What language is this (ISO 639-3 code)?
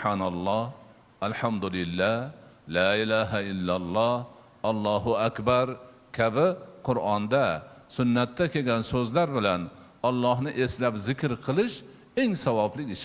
uzb